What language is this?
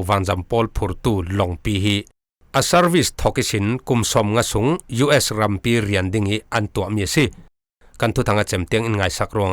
Falam Chin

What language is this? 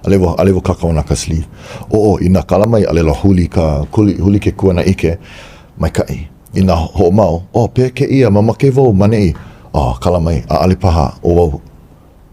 Hawaiian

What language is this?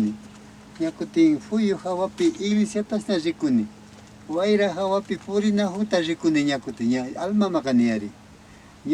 Imbabura Highland Quichua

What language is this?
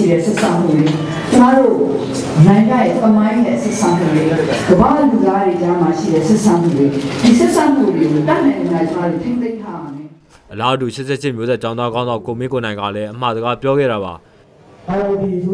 Burmese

